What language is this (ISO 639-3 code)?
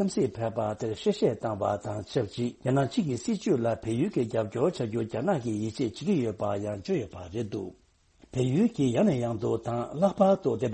bod